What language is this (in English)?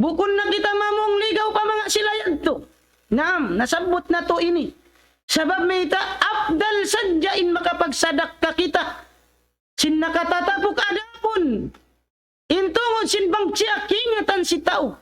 Tausug